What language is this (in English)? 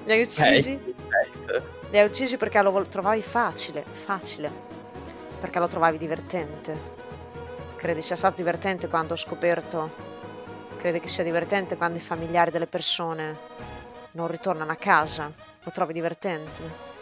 Italian